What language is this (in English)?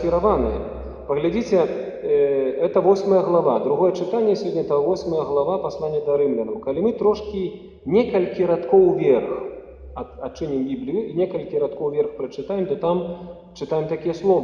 Belarusian